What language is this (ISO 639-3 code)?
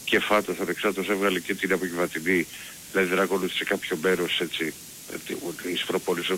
ell